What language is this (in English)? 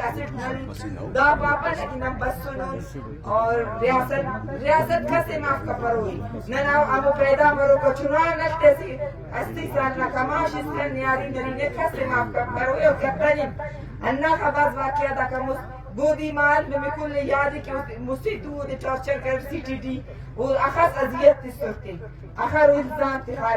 Brahui